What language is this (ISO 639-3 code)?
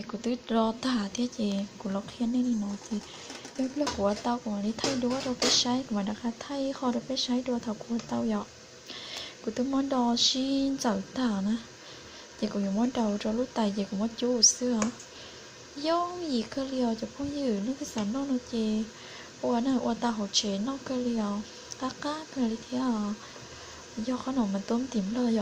hmn